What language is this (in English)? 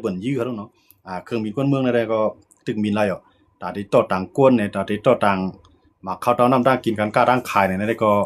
Shan